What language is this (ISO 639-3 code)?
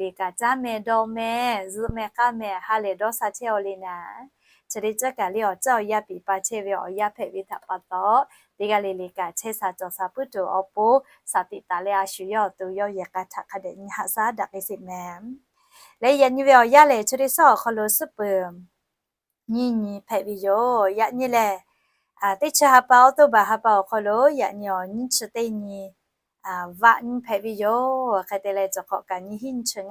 lhu